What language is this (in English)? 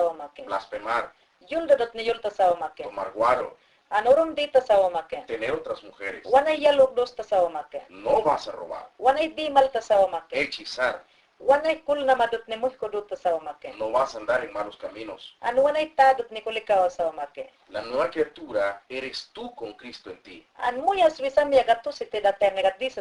Mayangna